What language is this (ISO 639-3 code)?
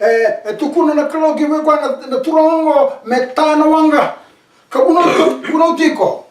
fij